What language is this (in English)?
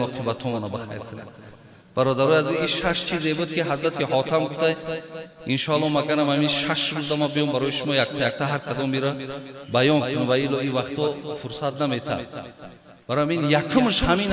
Tajik